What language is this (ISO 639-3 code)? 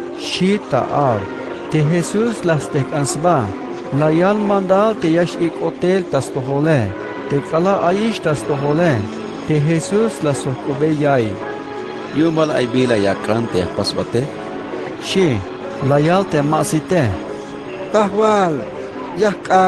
tzh